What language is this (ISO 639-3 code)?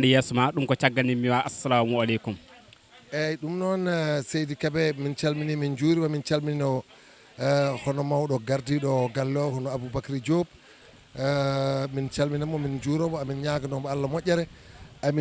ful